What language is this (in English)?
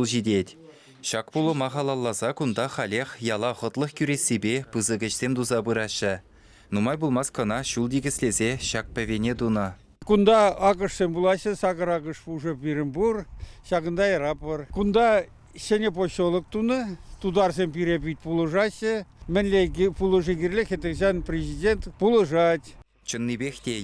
Chuvash